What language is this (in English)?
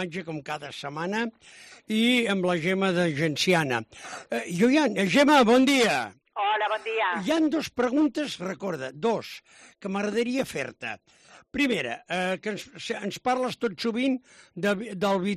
Catalan